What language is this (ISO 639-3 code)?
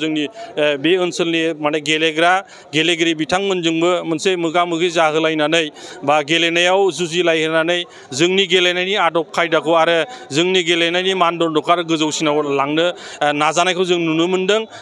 brx